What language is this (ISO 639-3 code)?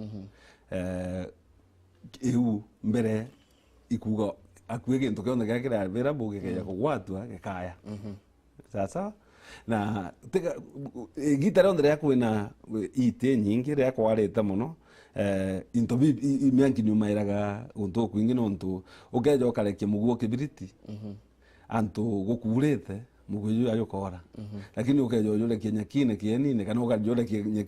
mer